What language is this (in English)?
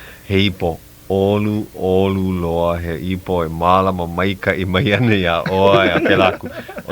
Hawaiian